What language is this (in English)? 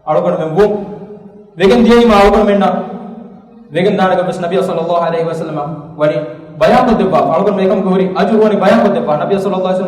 Divehi